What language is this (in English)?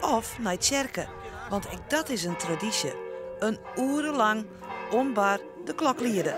Western Frisian